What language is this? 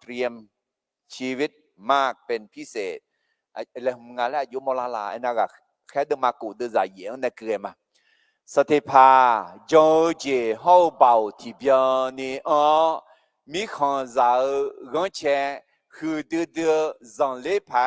Akha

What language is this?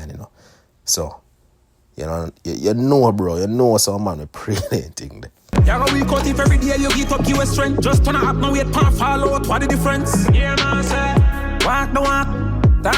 Jamaican Creole English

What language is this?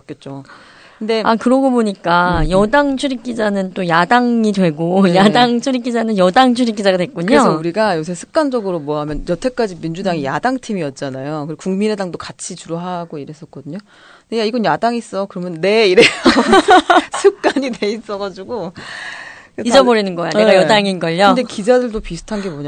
Korean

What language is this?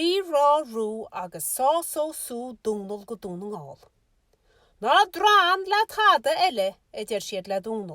Irish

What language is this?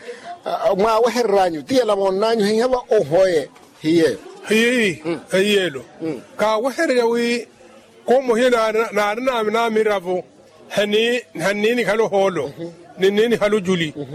Makhuwa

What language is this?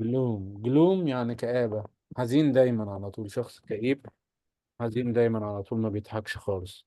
Egyptian Arabic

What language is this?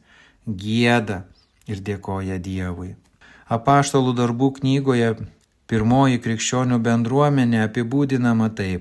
Lithuanian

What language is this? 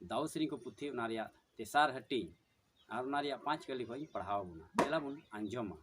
Santali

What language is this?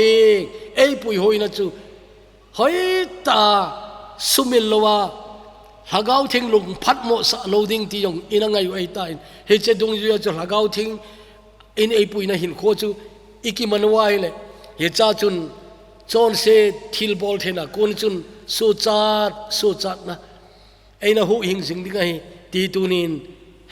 Thado Chin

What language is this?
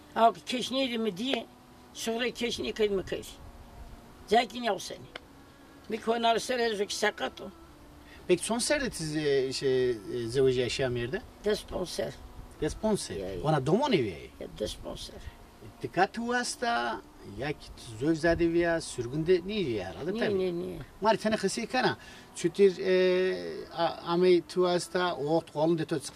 Zaza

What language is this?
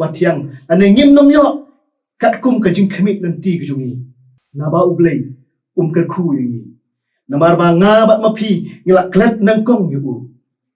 Khasi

